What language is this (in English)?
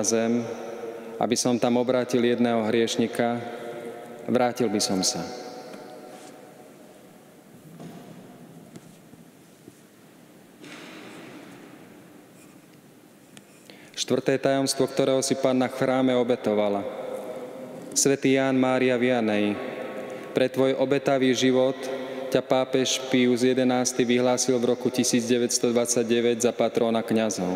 Slovak